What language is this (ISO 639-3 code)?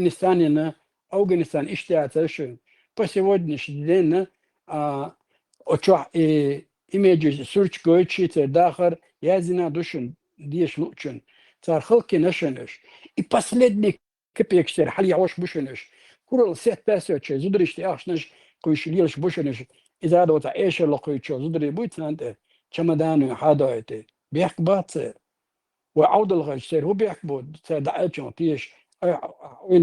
che